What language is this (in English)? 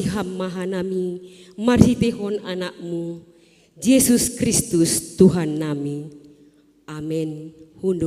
Batak Simalungun